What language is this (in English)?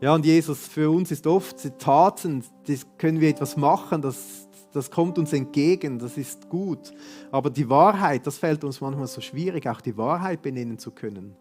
Swiss German